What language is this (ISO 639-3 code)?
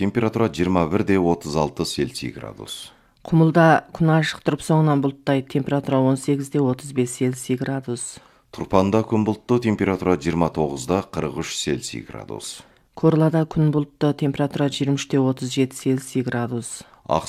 kaz